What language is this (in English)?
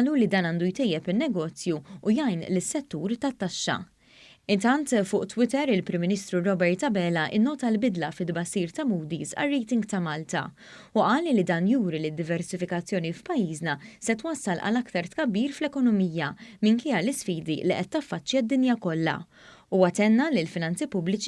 Maltese